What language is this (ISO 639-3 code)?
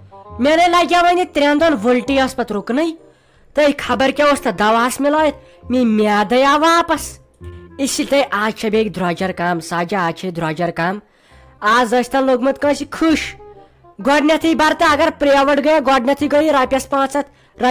kas